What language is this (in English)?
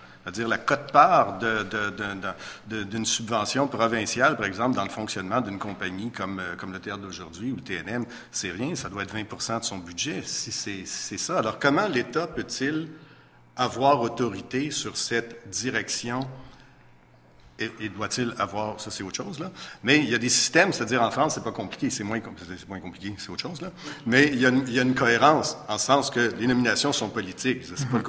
French